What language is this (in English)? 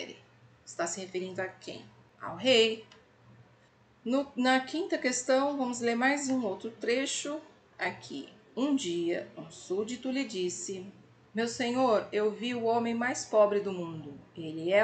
Portuguese